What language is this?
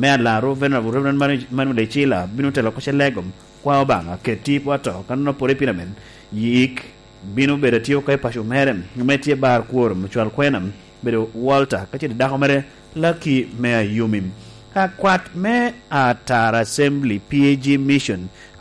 Lango (Uganda)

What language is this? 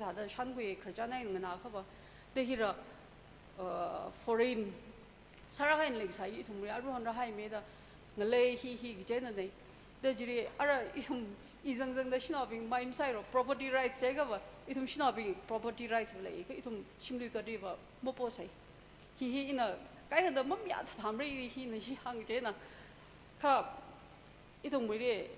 Tangkhul Naga (India)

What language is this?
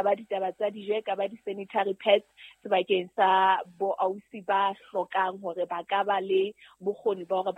Southern Sotho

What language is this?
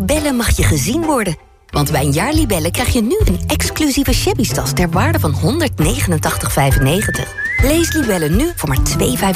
Dutch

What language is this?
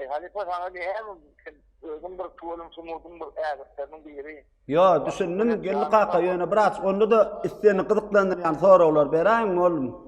Turkmen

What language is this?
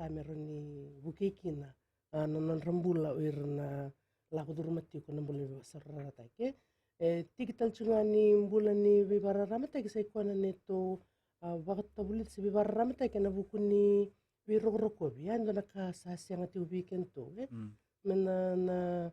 Fijian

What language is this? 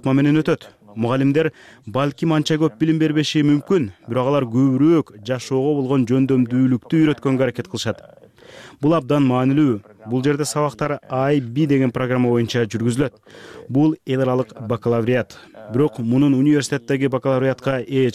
Kyrgyz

